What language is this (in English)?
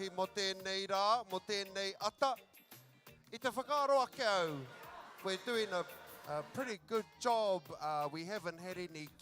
Māori